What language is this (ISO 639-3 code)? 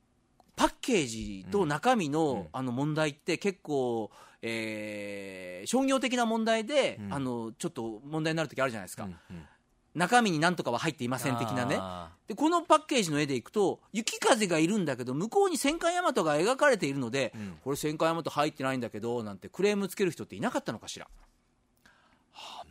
jpn